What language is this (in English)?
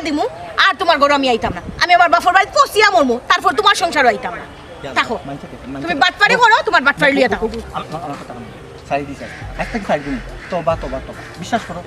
Sylheti